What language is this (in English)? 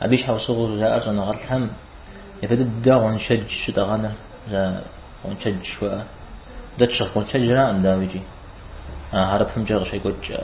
Kabardian